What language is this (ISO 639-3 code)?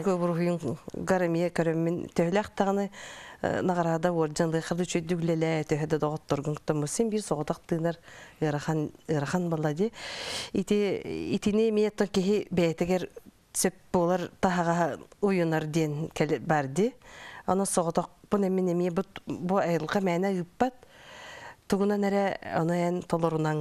sah